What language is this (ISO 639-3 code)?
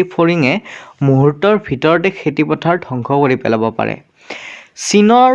asm